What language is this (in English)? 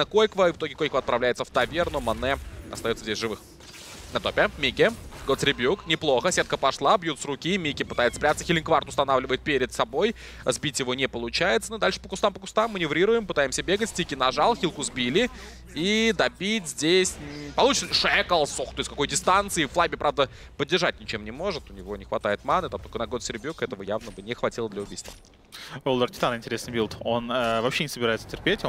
Russian